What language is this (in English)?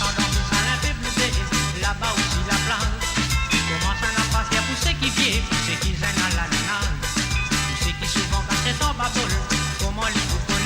Morisyen